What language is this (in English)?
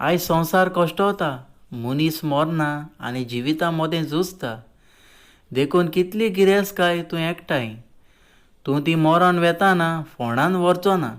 Konkani